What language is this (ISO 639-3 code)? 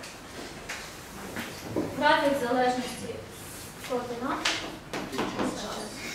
ukr